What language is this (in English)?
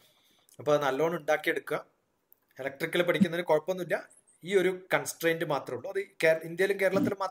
Malayalam